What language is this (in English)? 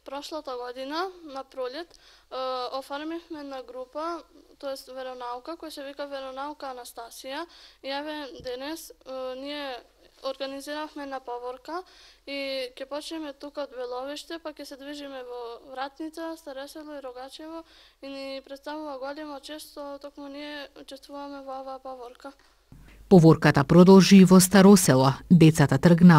Macedonian